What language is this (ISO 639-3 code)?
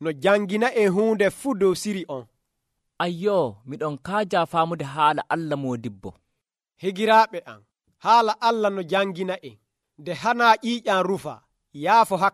fuv